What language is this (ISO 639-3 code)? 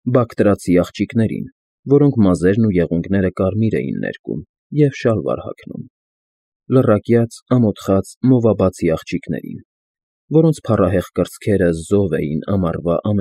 hye